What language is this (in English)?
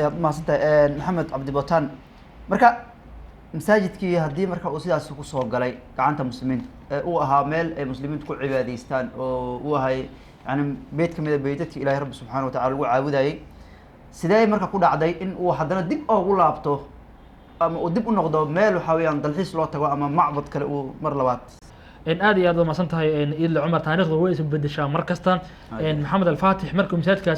Somali